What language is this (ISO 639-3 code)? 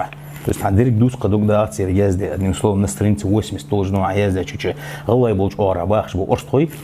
inh